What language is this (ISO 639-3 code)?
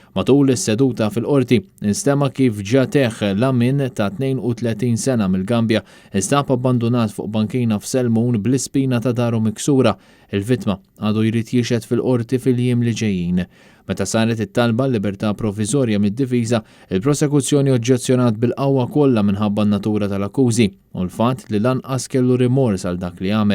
mlt